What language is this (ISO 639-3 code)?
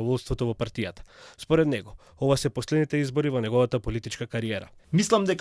mkd